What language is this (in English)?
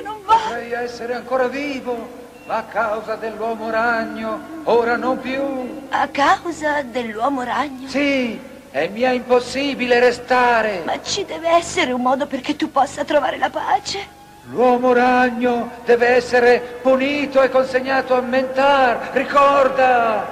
Italian